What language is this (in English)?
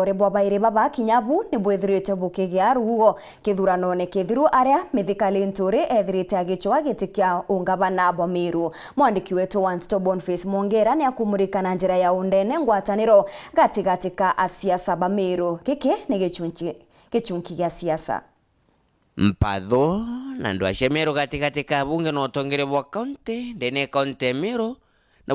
Meru